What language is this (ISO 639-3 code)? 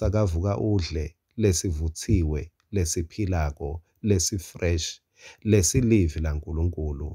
ssw